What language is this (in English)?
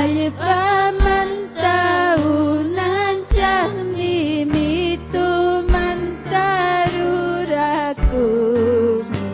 Ayacucho Quechua